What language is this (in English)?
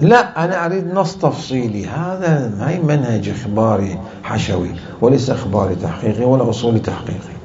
Mesopotamian Arabic